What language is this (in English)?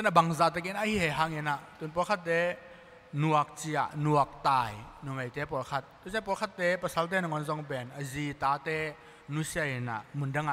Tedim Chin